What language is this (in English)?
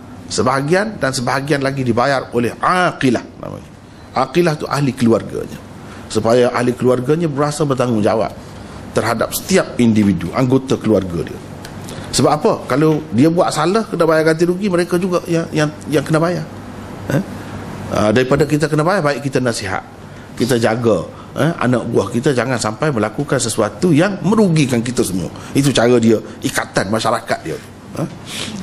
Malay